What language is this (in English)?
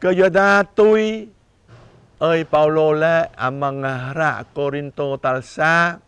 Jarai